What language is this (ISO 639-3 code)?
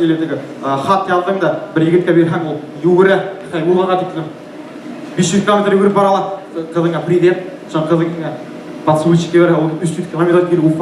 bak